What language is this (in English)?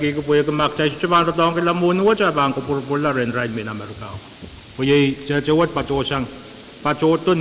Pohnpeian